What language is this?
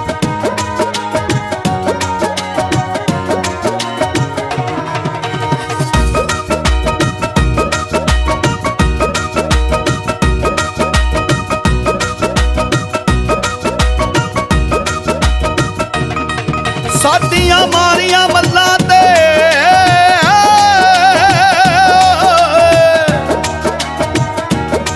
Punjabi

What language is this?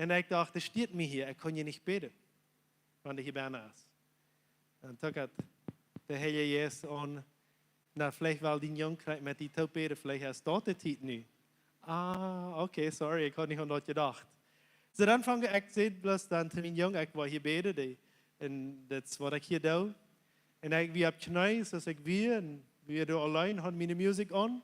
Plautdietsch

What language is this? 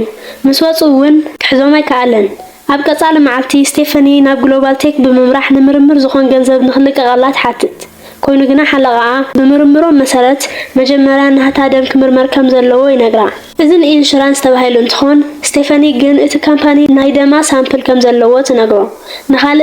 Tigrinya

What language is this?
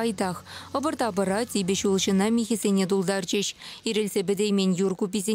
Chuvash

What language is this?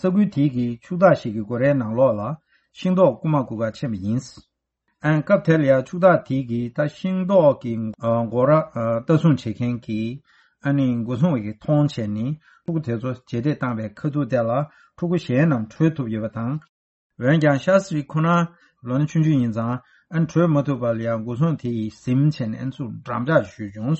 Tibetan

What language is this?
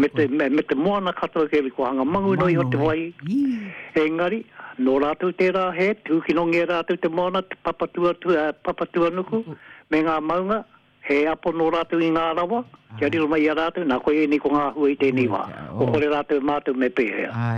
Māori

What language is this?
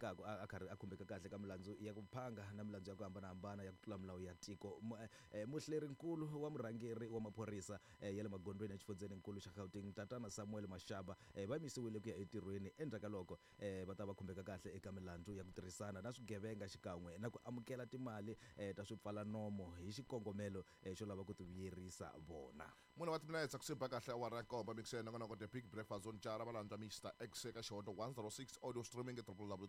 Tsonga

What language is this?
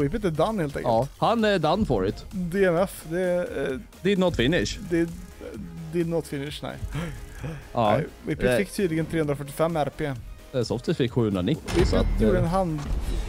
Swedish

